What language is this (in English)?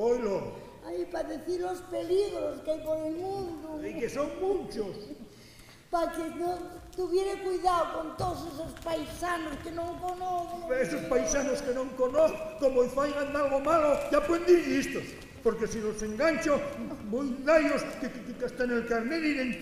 Asturian